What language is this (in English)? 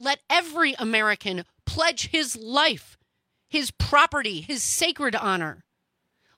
English